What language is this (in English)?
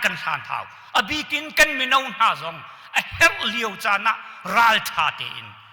Hakha Chin